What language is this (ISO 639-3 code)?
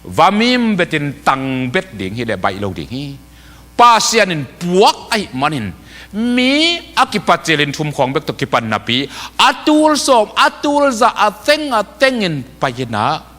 ctd